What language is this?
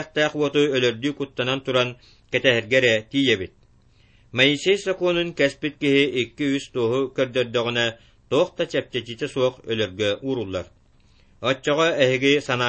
Yakut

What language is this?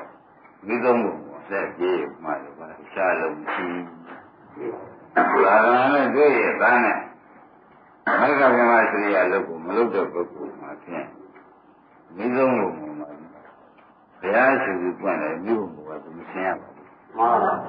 Burmese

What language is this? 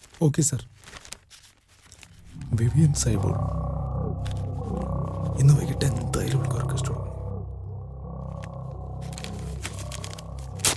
Malayalam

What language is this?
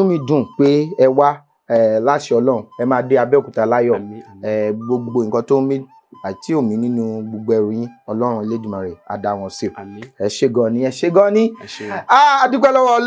Yoruba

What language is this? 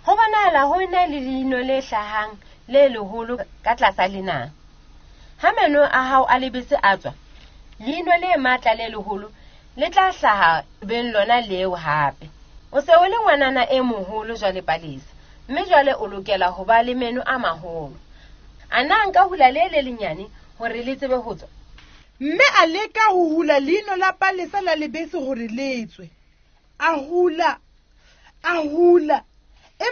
Southern Sotho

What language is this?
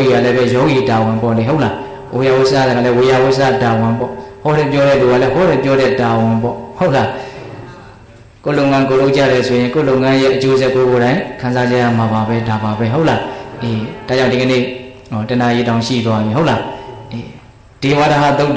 Burmese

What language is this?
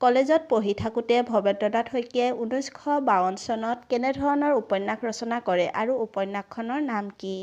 Assamese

